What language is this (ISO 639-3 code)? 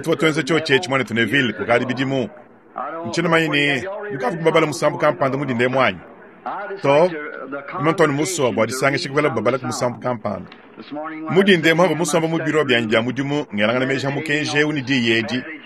lua